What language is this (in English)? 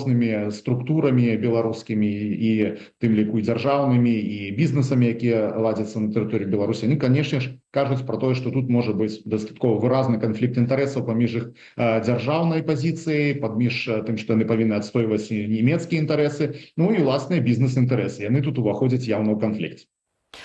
Belarusian